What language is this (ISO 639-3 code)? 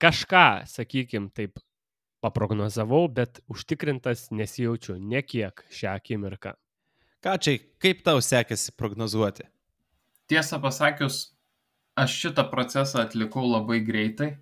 lit